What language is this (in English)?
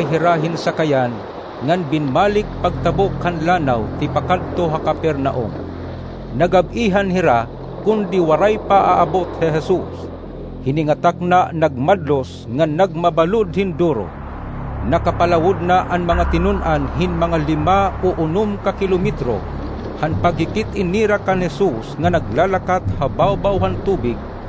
Waray